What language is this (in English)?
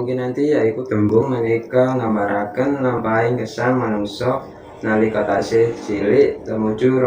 Javanese